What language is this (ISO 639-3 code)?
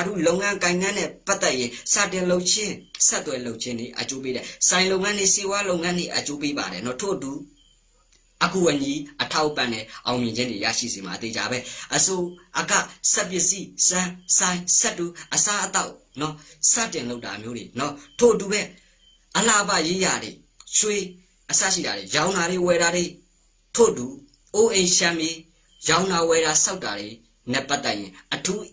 mya